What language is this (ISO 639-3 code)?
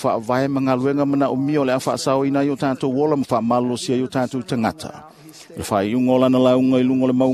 smo